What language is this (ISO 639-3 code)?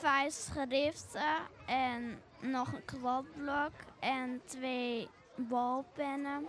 fry